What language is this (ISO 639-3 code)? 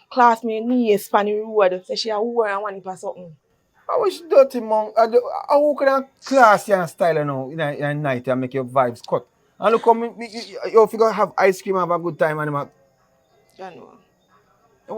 jam